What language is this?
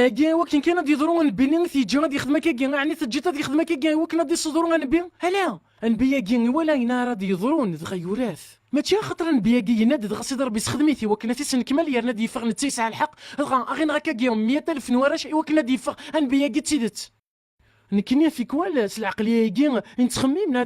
Kabyle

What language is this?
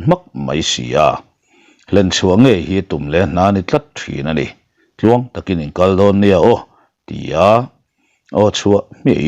Mizo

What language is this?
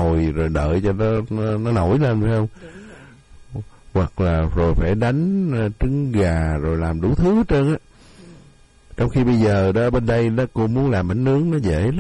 Vietnamese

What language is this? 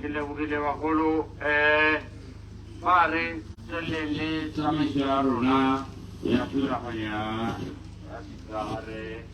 Tswana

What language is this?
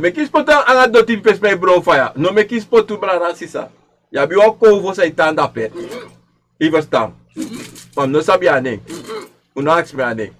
Sranan Tongo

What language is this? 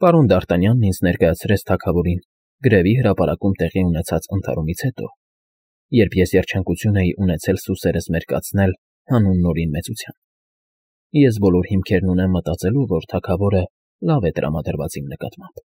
Armenian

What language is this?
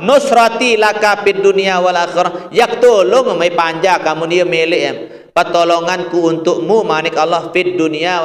Sasak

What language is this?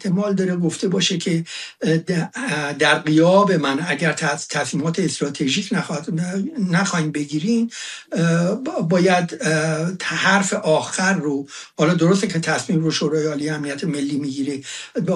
Persian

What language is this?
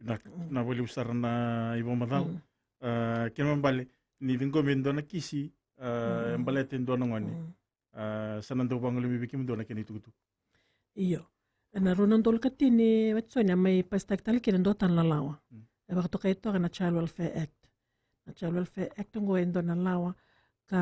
Fijian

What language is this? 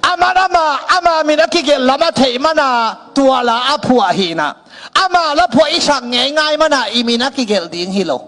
Tedim Chin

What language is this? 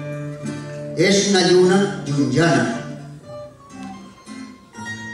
Catalan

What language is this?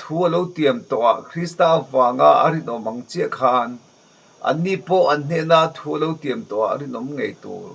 Mizo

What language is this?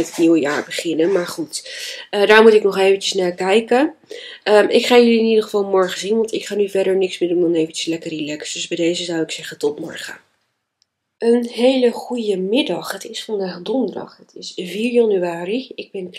Dutch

